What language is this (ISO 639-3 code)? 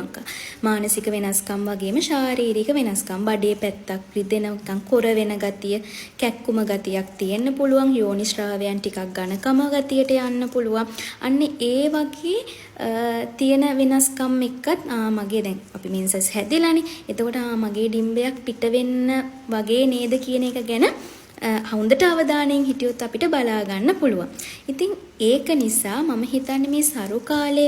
sin